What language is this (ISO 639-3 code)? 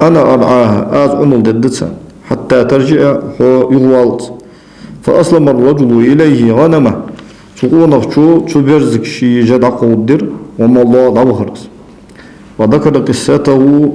inh